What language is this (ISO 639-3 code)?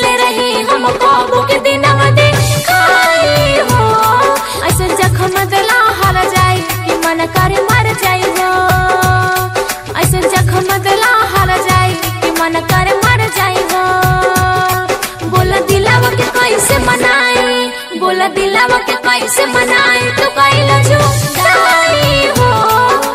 bho